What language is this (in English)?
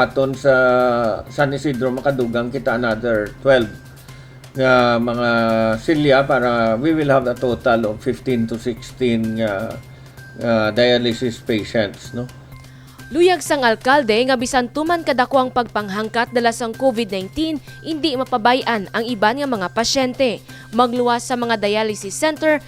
Hiligaynon